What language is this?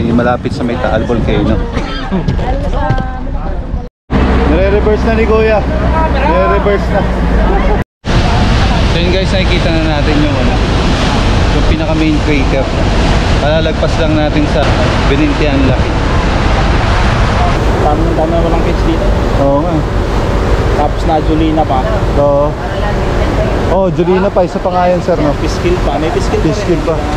Filipino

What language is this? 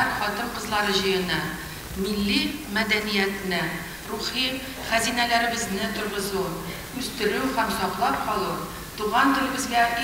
Tatar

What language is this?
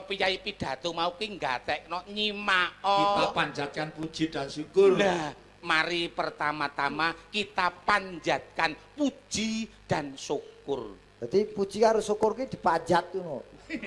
Javanese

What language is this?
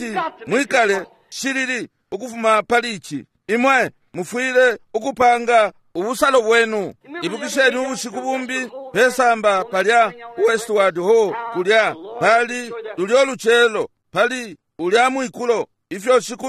Bemba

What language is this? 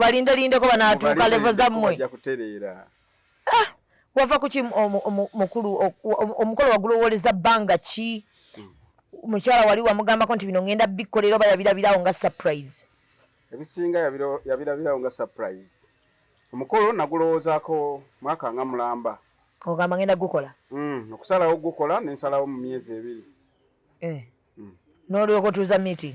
Ganda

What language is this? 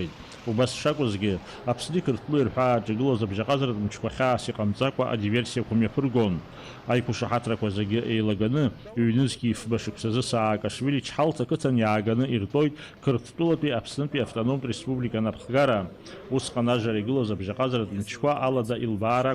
Abkhazian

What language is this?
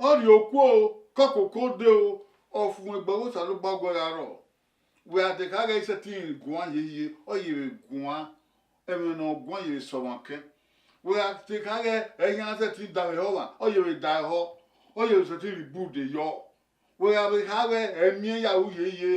Bini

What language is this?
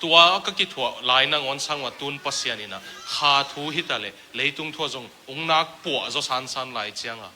Tedim Chin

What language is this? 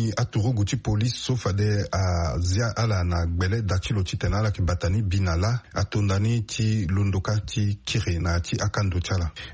Sango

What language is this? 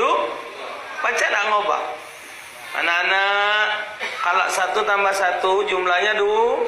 Musi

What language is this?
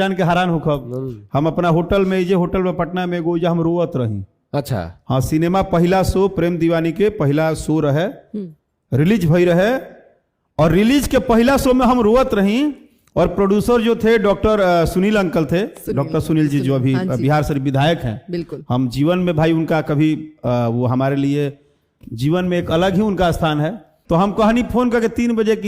Bhojpuri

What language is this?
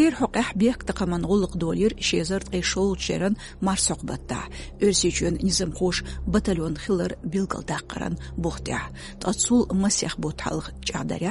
Chechen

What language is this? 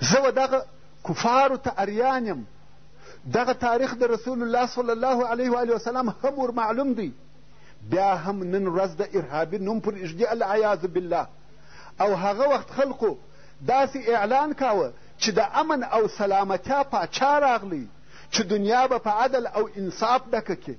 Pashto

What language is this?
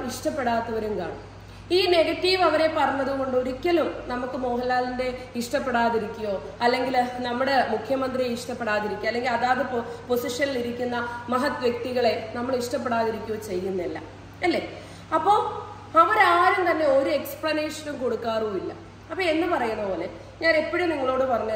Malayalam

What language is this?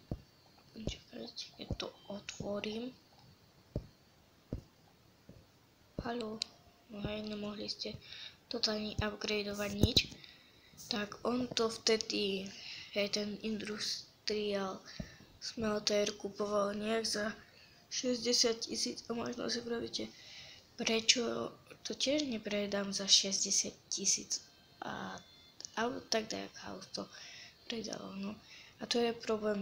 Slovak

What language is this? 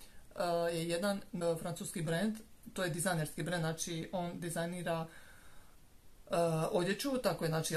Croatian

